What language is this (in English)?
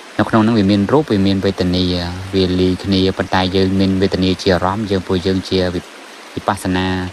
Khmer